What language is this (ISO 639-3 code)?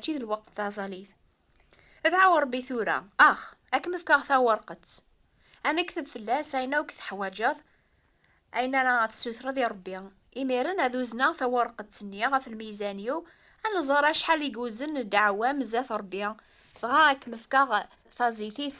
kab